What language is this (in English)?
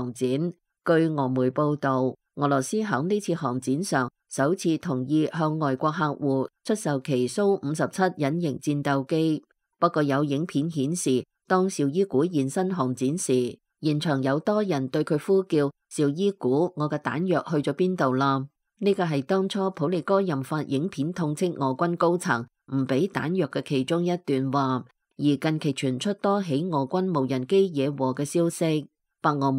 Cantonese